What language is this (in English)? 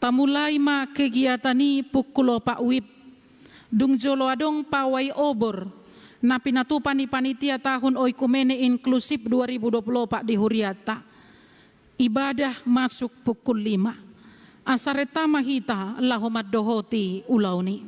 Batak Toba